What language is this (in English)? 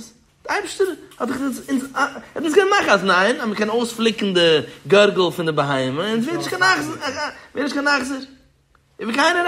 Yiddish